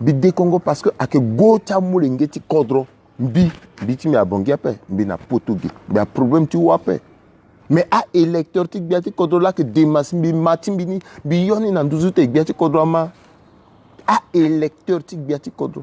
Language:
Sango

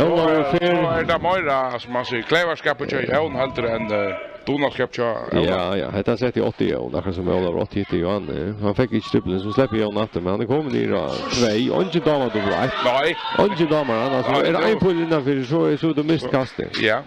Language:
Faroese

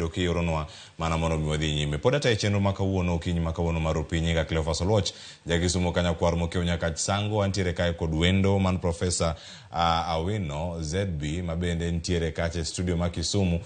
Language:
Luo (Kenya and Tanzania)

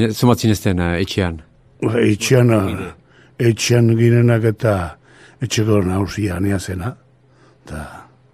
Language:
Basque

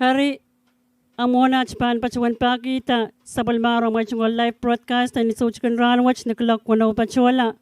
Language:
Pohnpeian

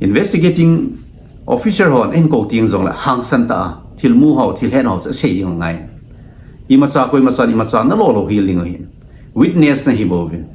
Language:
Thado Chin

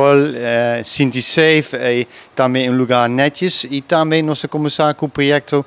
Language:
Papiamento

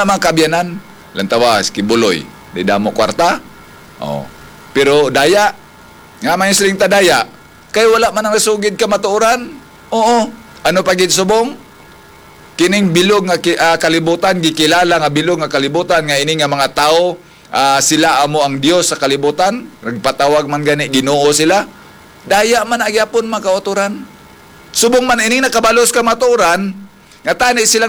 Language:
Hiligaynon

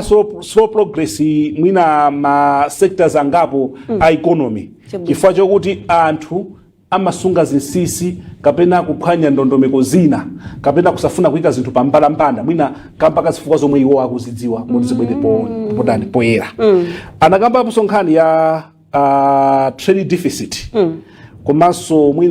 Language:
Nyanja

